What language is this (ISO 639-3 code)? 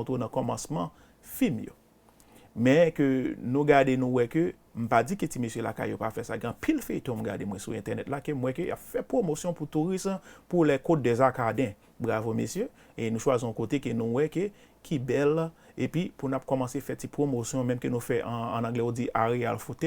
hat